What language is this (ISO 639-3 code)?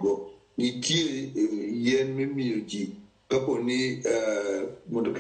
luo